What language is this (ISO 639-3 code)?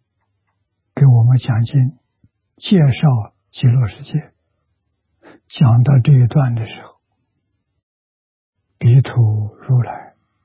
zho